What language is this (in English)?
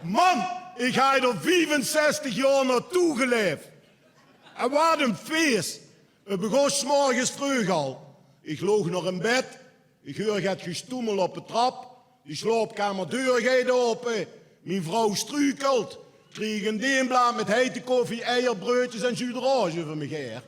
Limburgish